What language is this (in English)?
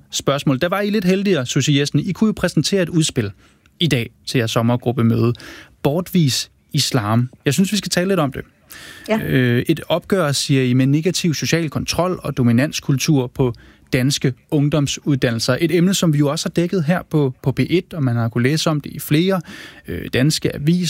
Danish